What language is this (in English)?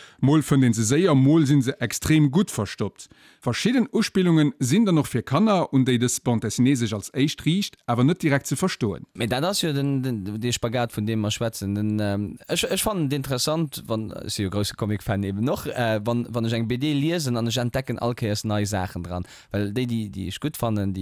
Luxembourgish